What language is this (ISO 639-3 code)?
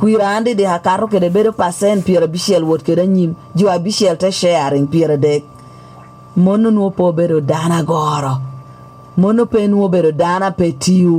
laj